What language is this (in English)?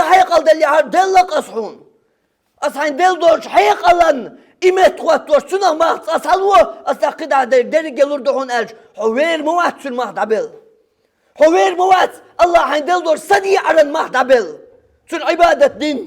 Chechen